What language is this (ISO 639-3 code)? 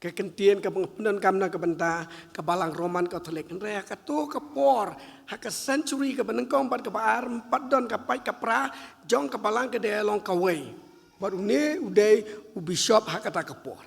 kha